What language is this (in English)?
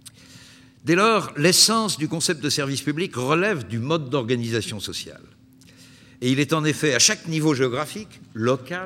French